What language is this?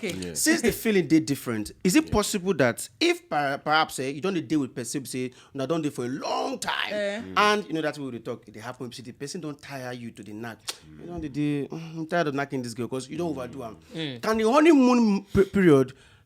Nigerian Pidgin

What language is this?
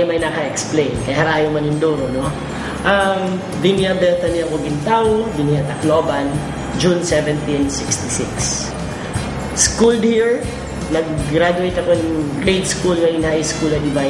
Waray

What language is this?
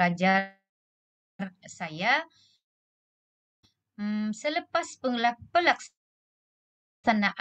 Malay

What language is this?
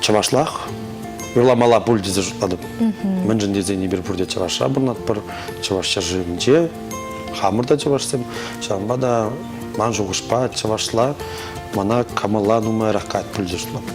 Chuvash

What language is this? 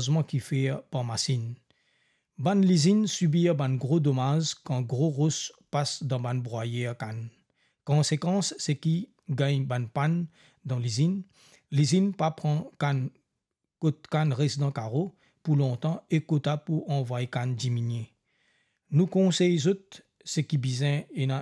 Morisyen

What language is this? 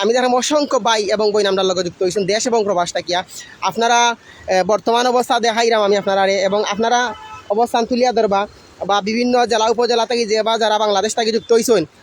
Sylheti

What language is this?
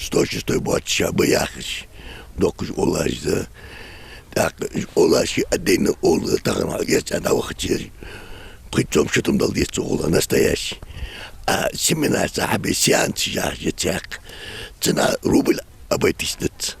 Ingush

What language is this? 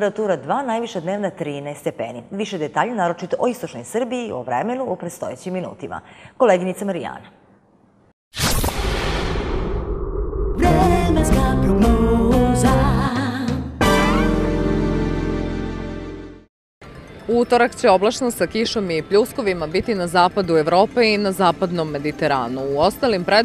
Serbian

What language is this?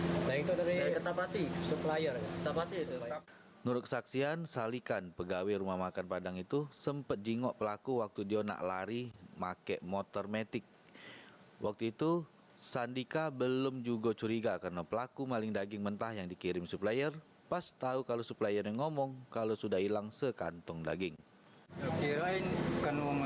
Musi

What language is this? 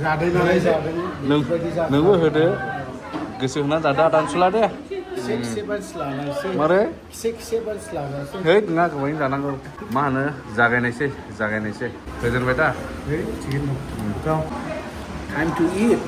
Bodo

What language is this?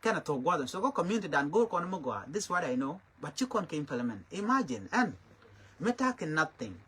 Nuer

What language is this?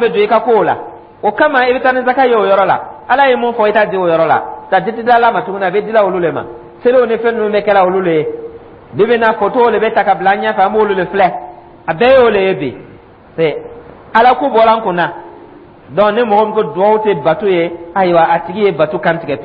Dyula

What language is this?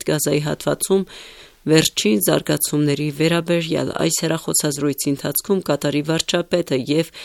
Armenian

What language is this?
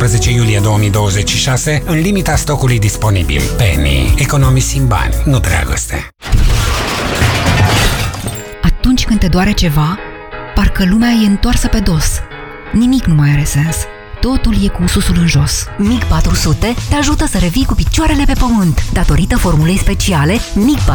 Romanian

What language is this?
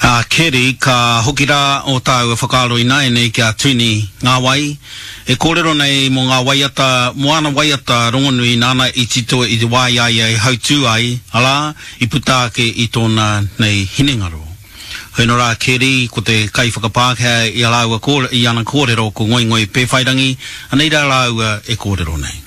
Māori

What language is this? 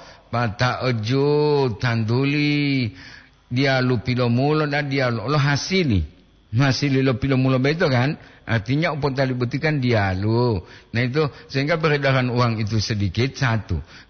Gorontalo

